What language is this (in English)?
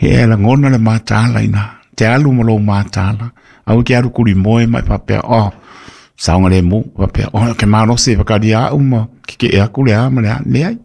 Samoan